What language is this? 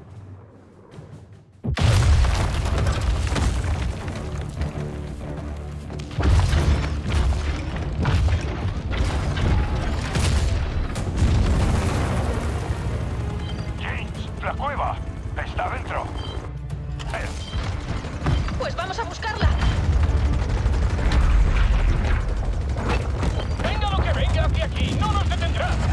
Spanish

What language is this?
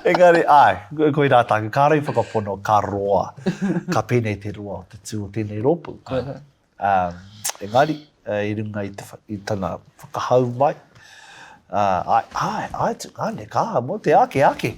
Māori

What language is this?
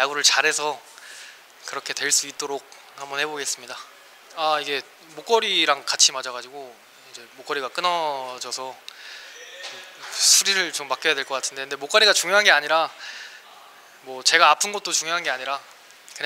Korean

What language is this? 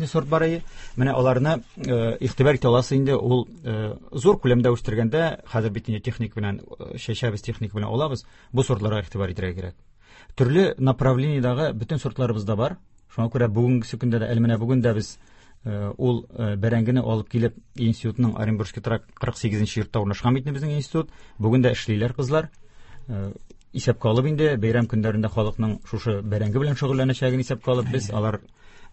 Tatar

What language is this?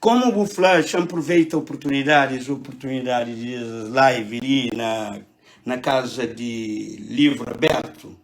Kabuverdianu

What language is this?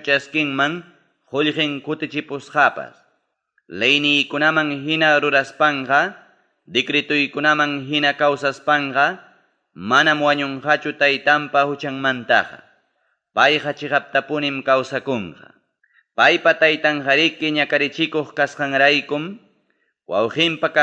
Ayacucho Quechua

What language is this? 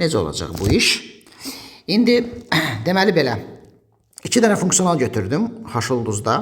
Azerbaijani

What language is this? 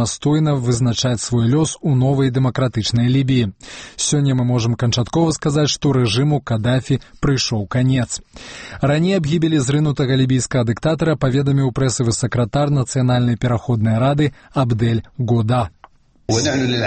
Belarusian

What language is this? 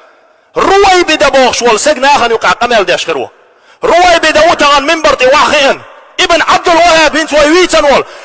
Chechen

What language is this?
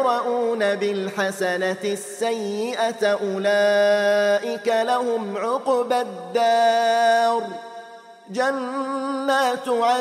Arabic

